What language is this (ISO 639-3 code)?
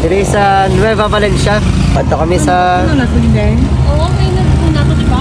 hil